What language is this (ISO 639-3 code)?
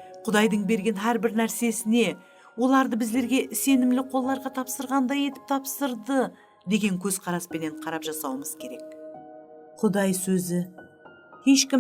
kaa